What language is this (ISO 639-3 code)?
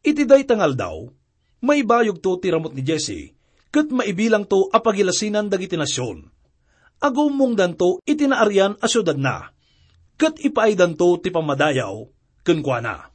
ilo